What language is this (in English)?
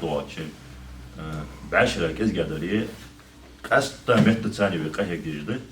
Ingush